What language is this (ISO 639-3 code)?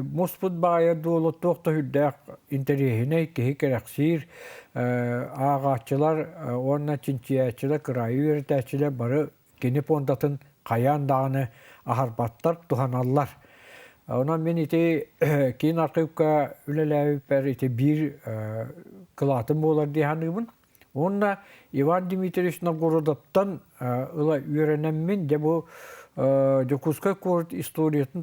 sah